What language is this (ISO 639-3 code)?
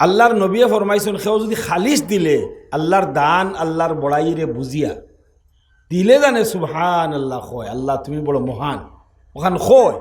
syl